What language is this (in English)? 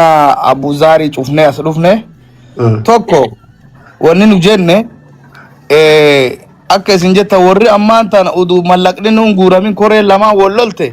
Oromo